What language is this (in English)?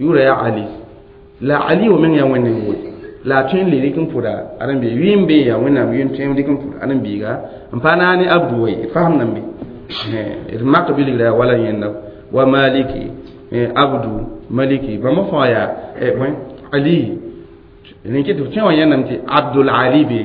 Mossi